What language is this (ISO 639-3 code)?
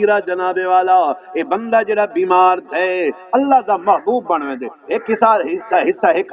skr